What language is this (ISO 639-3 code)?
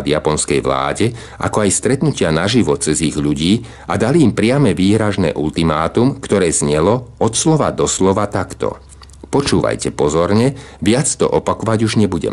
slk